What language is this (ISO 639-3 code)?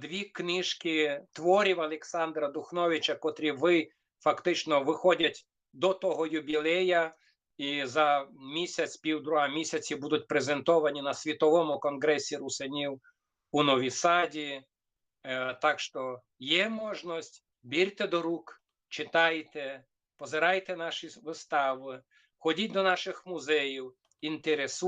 rue